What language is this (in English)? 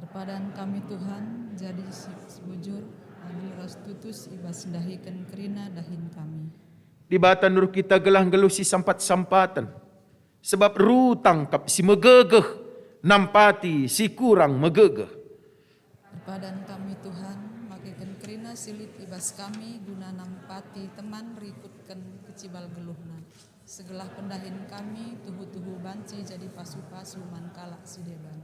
Batak Karo